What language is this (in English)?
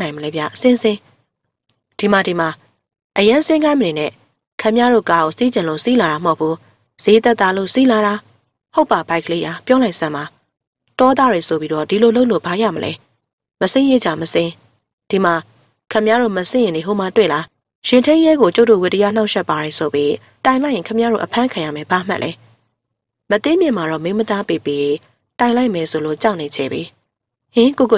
Burmese